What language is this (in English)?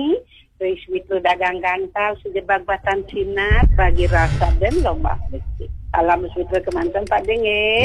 Balinese